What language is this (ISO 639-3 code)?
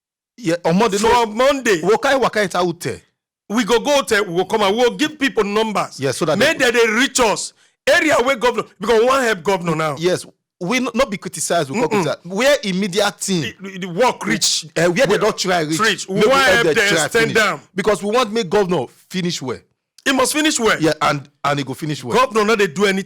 pcm